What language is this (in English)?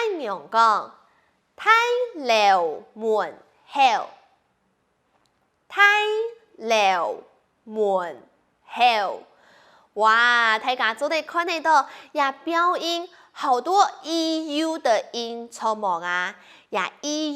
Hakka Chinese